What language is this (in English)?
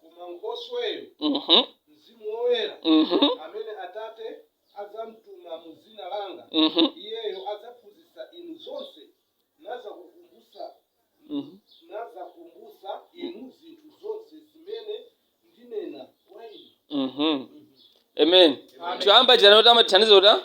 Nyanja